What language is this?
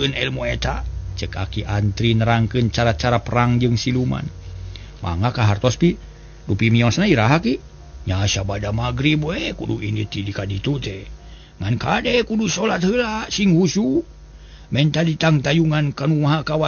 Sundanese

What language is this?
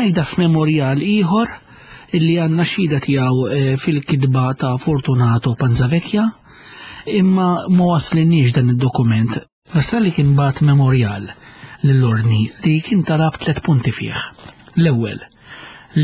Maltese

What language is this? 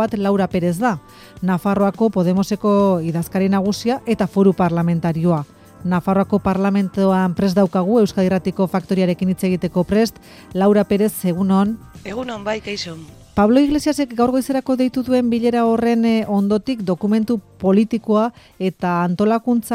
Basque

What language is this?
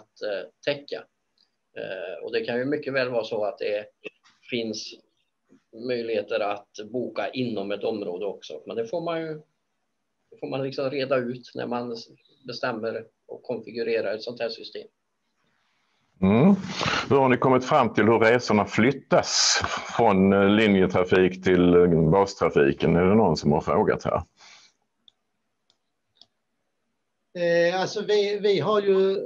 Swedish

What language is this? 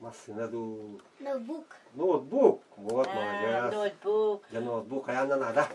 Yakut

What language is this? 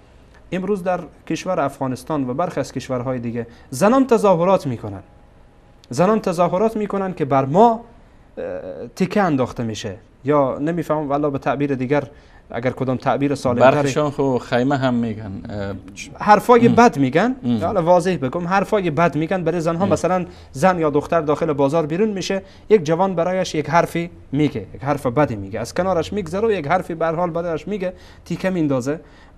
Persian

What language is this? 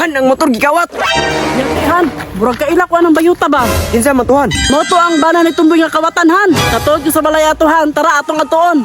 Cebuano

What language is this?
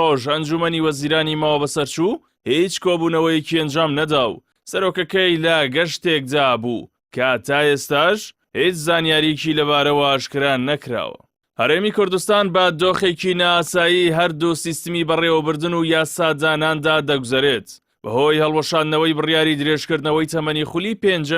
Central Kurdish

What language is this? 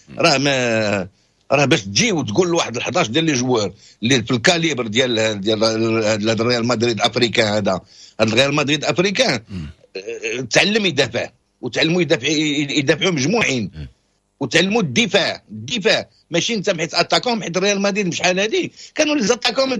Moroccan Arabic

